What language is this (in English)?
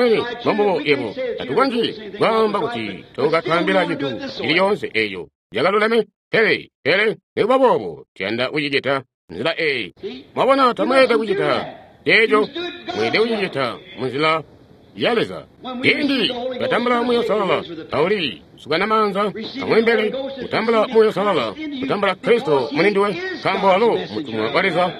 Tonga (Zambia)